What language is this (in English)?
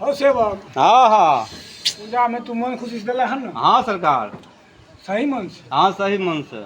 Maithili